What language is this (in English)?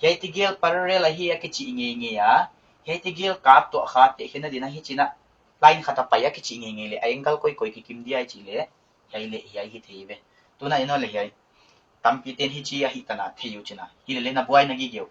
Paite Chin